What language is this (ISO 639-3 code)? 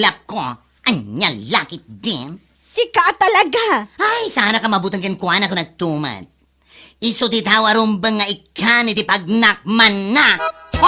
ilo